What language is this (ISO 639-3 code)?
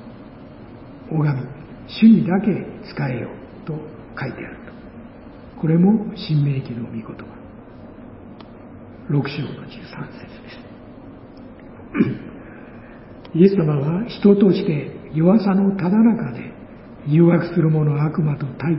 jpn